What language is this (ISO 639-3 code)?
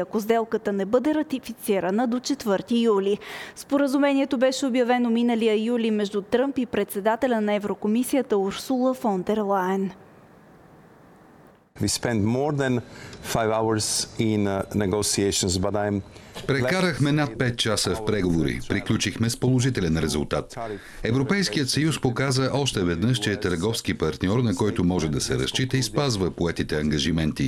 bul